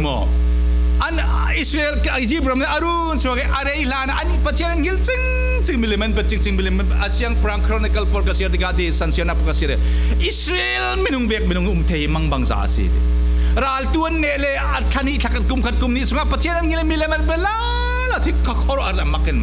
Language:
Falam Chin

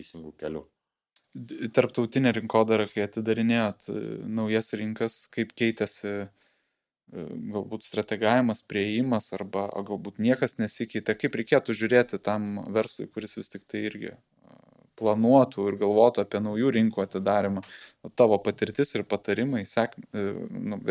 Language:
Lithuanian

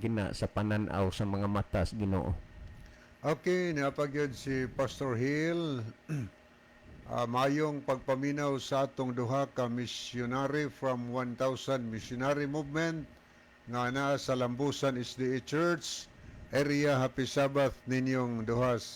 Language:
Cebuano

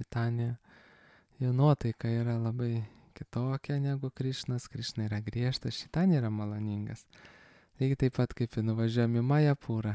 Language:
Lithuanian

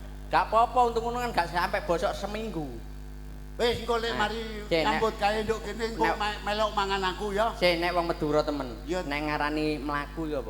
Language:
Javanese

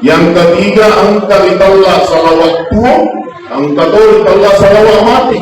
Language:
Buginese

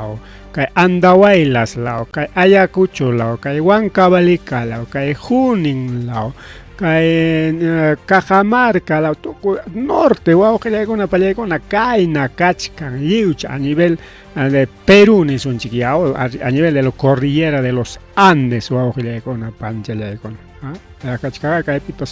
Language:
Ayacucho Quechua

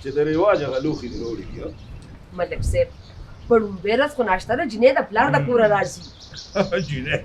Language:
Pashto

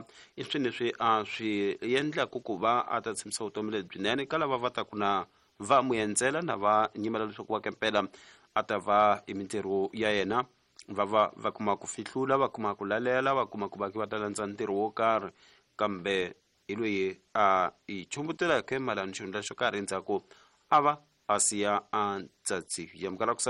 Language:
Tsonga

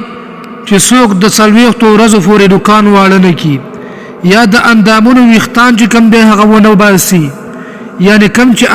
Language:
Pashto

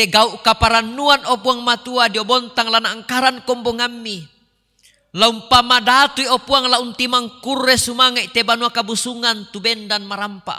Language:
Toraja-Sa'dan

